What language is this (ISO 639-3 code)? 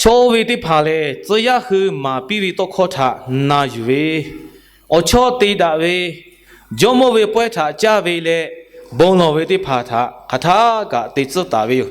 lhu